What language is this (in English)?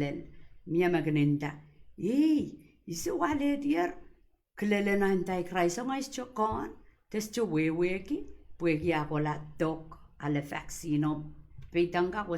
Pohnpeian